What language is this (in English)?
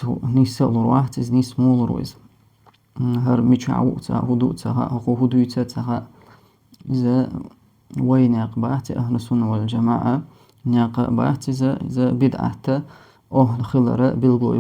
Chechen